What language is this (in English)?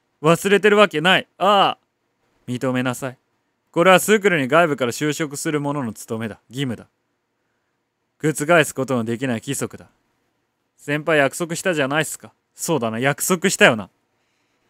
Japanese